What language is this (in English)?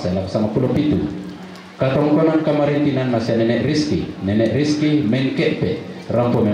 Toraja-Sa'dan